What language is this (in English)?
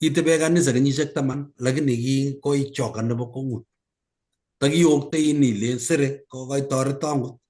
Kalenjin